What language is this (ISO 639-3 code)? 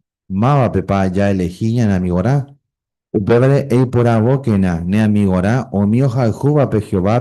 grn